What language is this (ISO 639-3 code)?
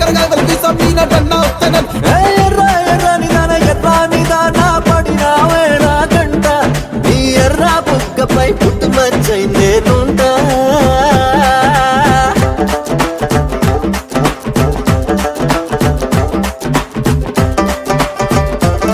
tel